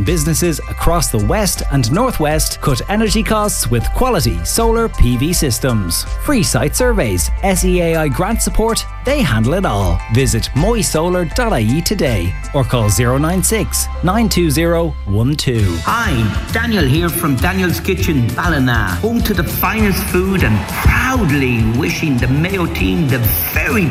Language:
English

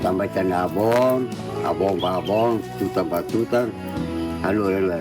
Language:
Tetum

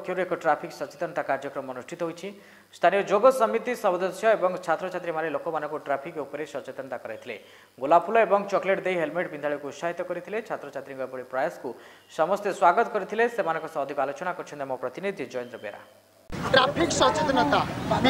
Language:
Odia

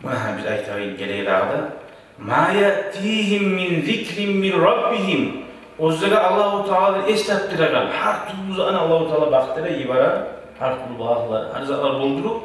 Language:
Kumyk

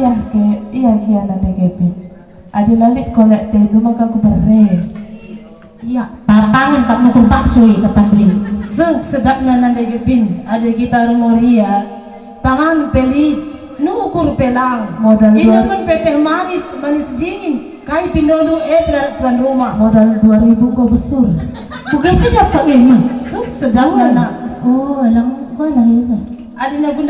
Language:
Batak Karo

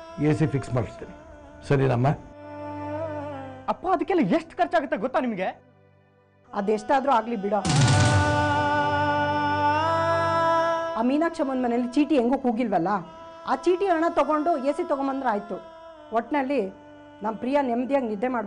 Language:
Kannada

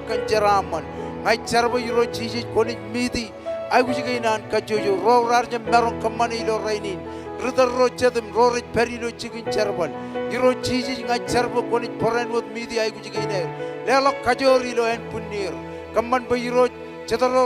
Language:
Marshallese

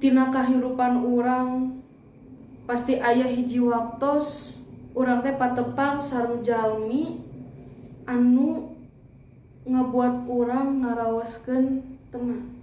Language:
Sundanese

